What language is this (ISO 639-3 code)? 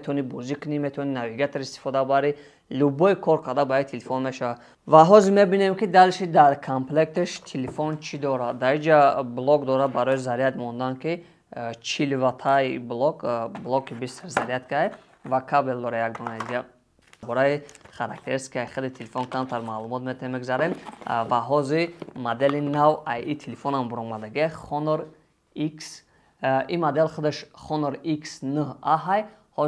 tgk